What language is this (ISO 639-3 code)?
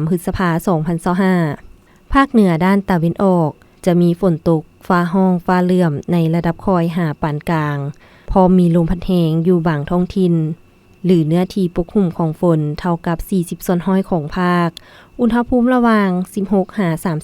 lao